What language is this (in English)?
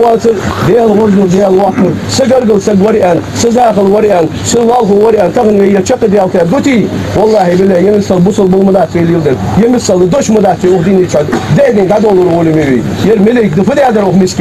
Ingush